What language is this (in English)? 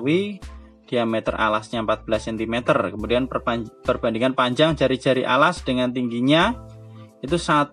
Indonesian